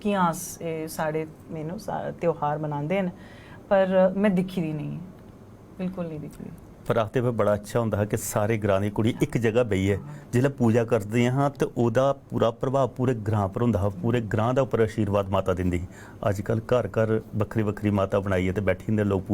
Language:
Dogri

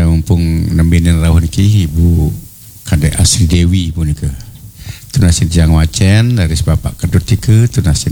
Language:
Balinese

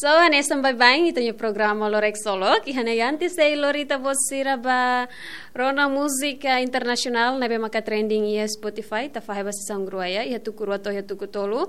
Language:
Tetum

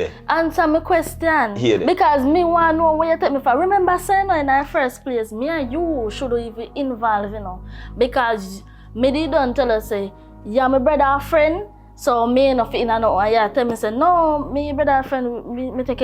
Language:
Jamaican Creole English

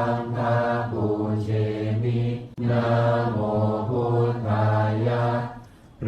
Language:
Pali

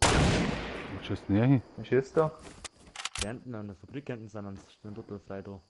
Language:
Bavarian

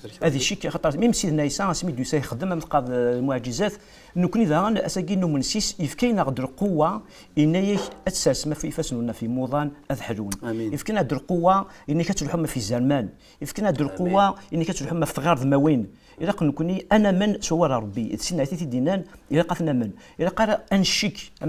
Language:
Kabyle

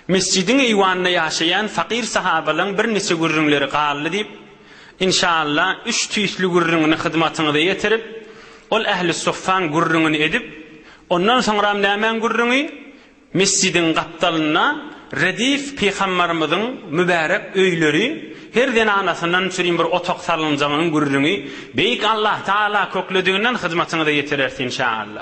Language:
Turkmen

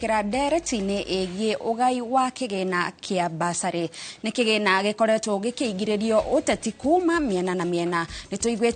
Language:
Kikuyu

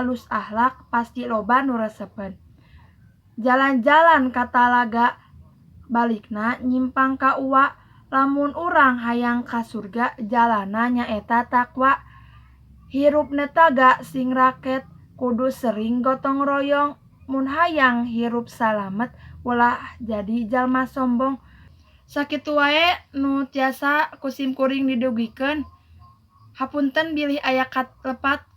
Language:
Sundanese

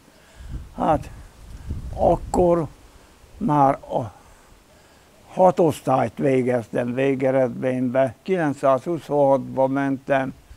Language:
Hungarian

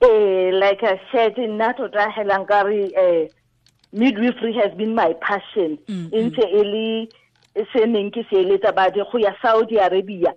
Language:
Tswana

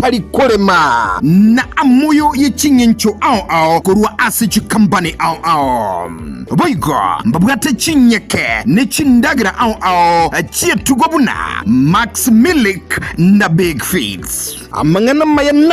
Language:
Gusii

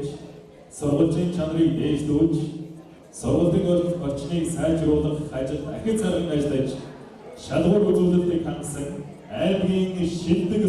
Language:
Mongolian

